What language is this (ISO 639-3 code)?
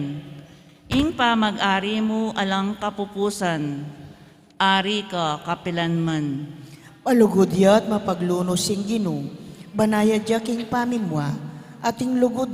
pam